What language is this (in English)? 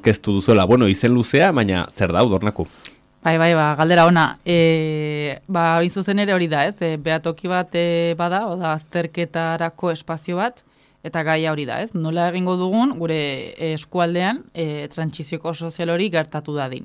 Basque